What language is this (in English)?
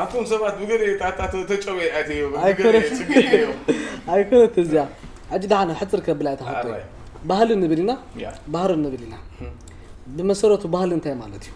Tigrinya